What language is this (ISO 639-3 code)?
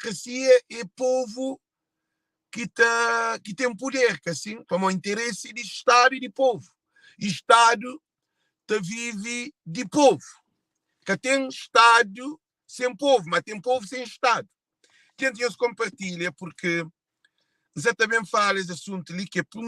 kea